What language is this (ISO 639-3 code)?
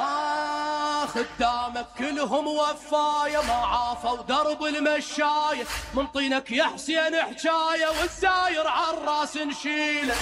acm